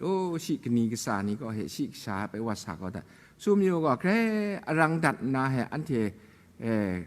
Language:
Kachin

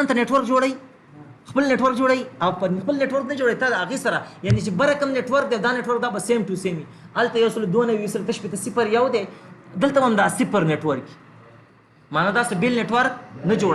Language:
Pashto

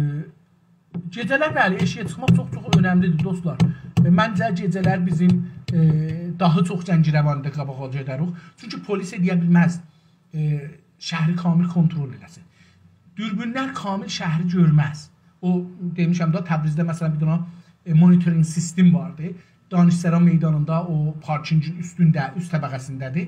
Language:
South Azerbaijani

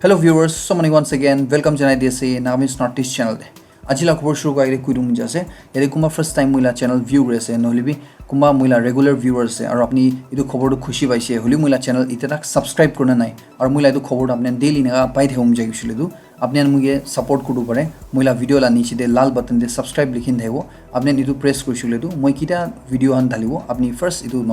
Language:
Naga Pidgin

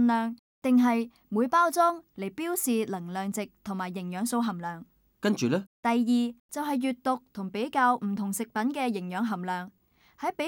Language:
Cantonese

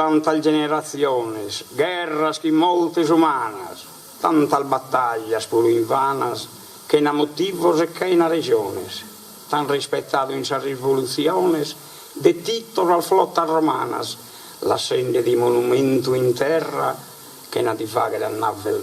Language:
Sardinian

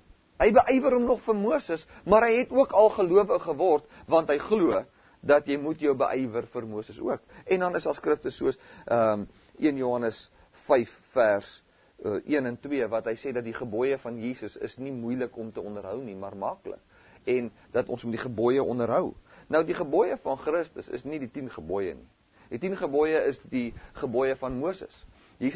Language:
Afrikaans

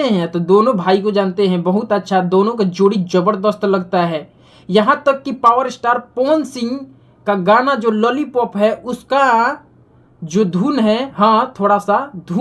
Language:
Bhojpuri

